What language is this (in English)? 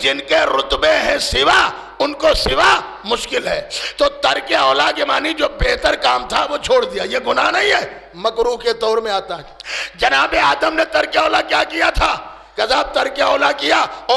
Urdu